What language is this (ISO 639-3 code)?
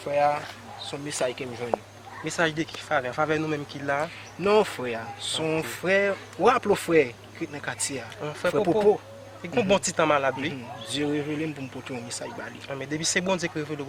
hat